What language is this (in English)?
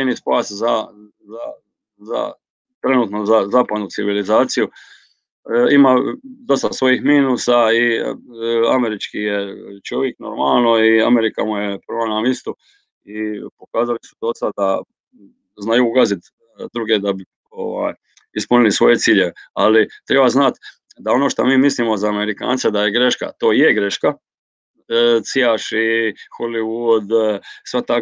Croatian